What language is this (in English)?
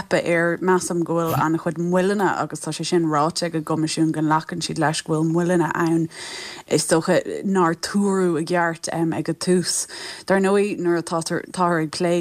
Irish